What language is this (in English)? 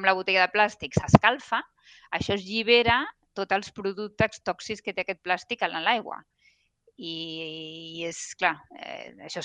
Catalan